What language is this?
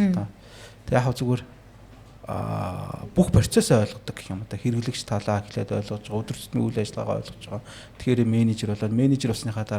Mongolian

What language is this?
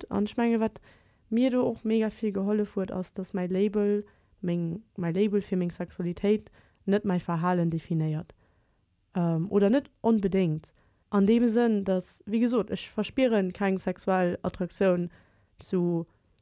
Luxembourgish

